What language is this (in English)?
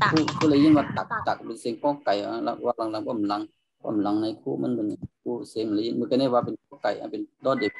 Shan